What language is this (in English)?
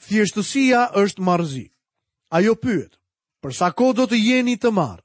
Albanian